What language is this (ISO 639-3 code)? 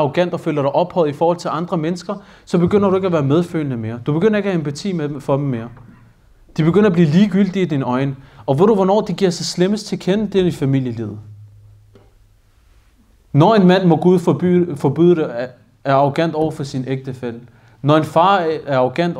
dan